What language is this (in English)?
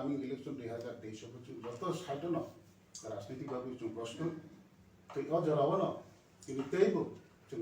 Kok Borok